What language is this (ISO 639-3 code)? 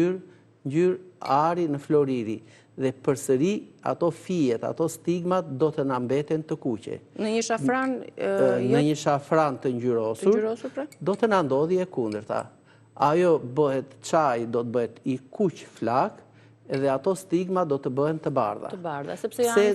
sqi